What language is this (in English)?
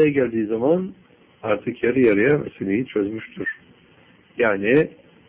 Turkish